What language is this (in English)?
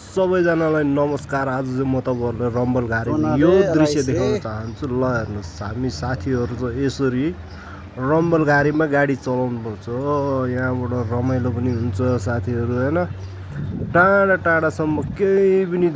Nepali